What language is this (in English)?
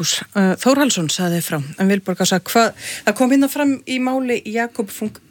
Icelandic